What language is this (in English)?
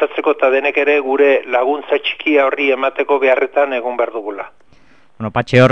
Basque